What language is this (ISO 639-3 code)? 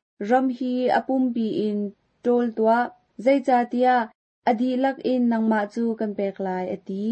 cnh